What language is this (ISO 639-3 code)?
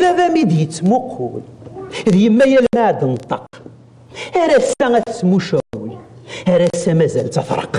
kab